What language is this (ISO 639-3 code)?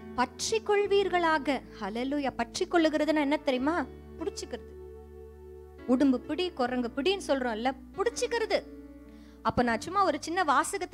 tam